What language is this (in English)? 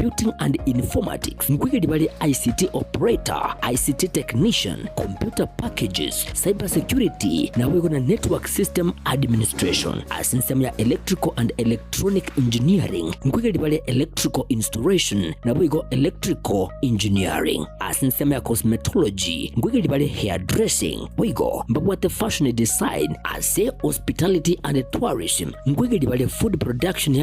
Gusii